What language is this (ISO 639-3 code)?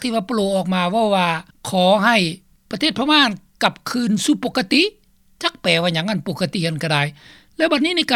lao